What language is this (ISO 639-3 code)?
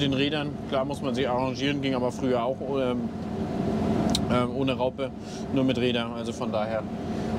deu